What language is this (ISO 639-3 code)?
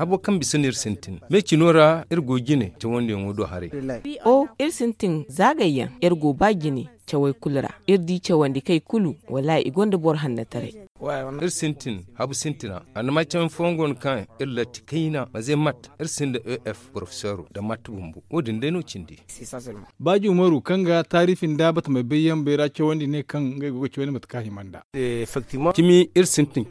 dje